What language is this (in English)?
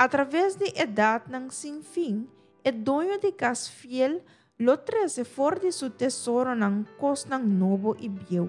Papiamento